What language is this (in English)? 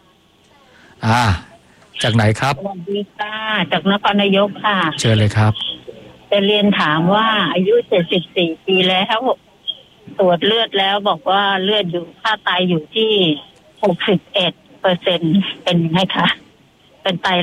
Thai